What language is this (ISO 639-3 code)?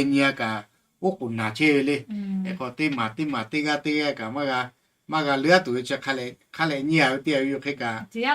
lhu